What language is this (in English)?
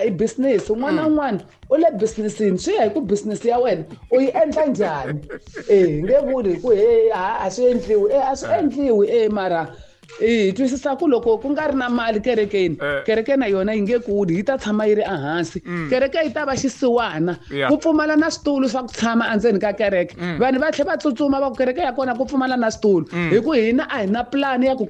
Tsonga